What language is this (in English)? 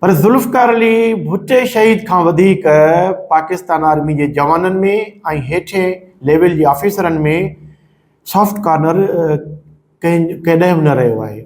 Sindhi